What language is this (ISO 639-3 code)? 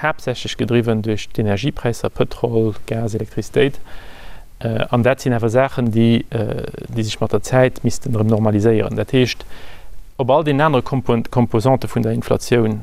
ltz